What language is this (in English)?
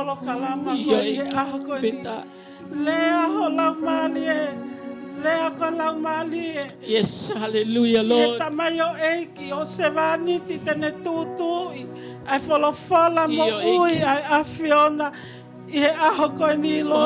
Tongan